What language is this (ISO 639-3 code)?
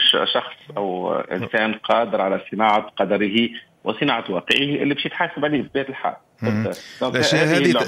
aeb